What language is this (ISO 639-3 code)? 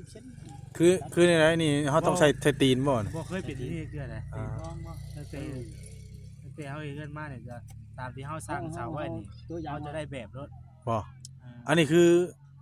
tts